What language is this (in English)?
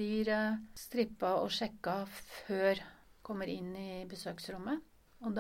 Norwegian